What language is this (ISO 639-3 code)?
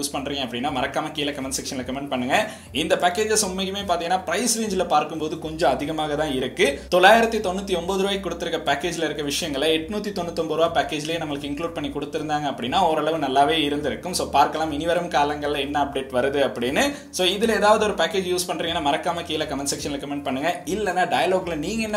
tam